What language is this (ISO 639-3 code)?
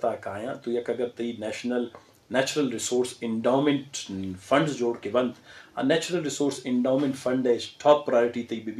bgp